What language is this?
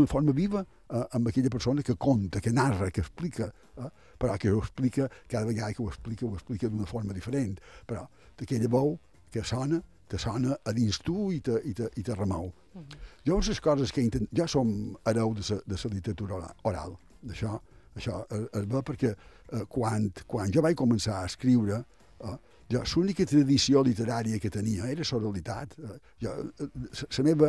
Catalan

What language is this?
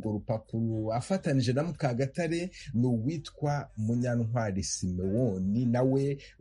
Kinyarwanda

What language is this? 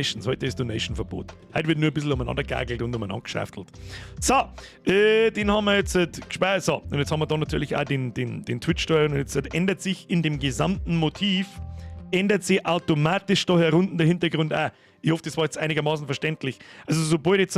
Bavarian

